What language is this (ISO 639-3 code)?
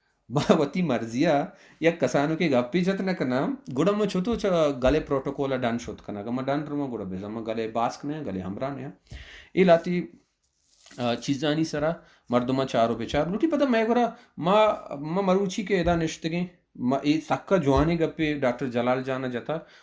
bal